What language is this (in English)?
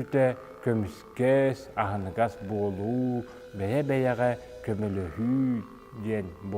Yakut